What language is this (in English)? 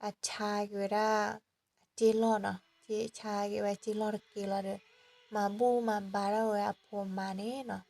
S'gaw Karen